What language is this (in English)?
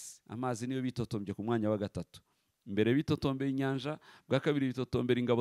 Kinyarwanda